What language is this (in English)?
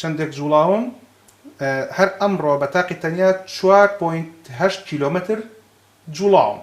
Central Kurdish